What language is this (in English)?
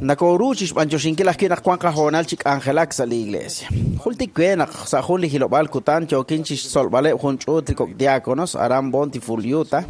Kekchí